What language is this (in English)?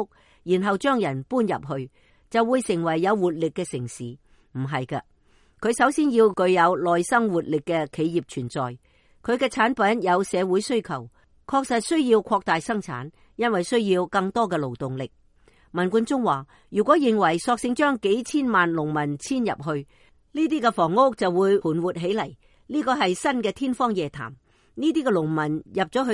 Cantonese